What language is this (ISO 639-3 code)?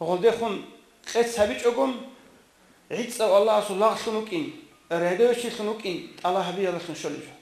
ava